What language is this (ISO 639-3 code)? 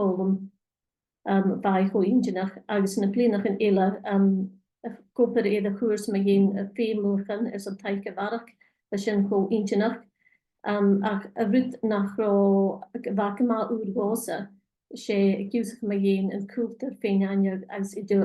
gla